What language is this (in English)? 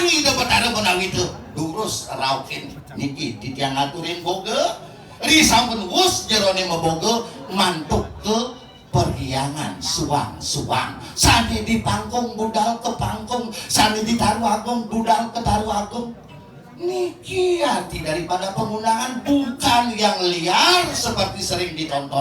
Balinese